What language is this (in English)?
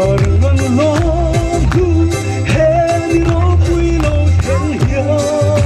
Mizo